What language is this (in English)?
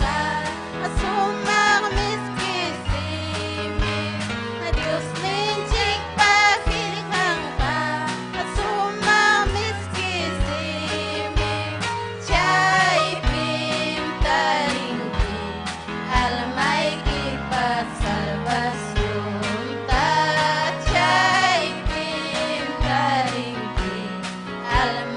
Ayacucho Quechua